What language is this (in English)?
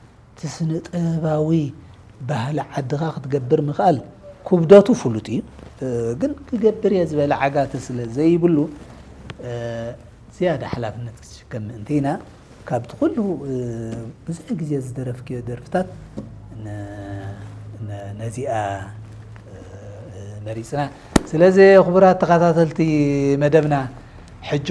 Tigrinya